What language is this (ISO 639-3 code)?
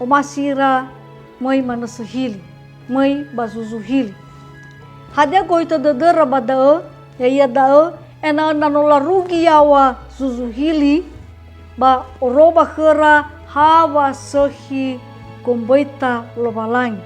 nia